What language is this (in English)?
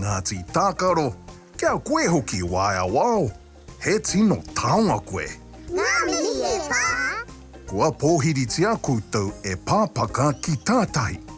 Māori